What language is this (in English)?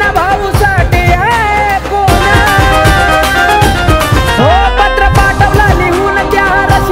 Marathi